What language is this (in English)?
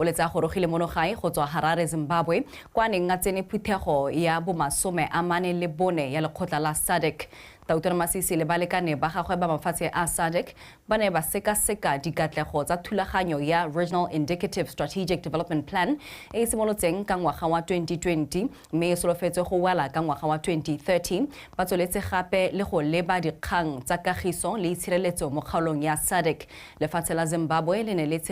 Tswana